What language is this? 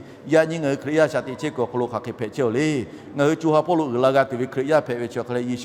Lahu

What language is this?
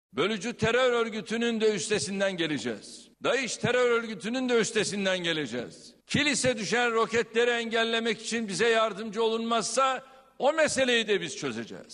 Turkish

